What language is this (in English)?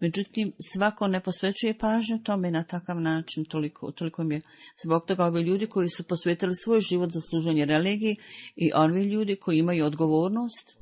Bosnian